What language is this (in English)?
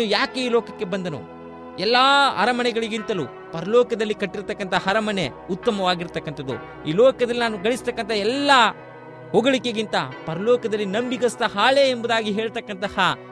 Kannada